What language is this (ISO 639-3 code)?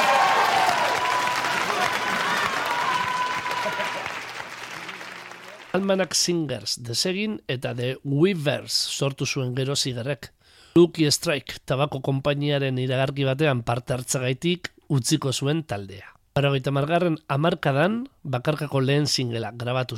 eus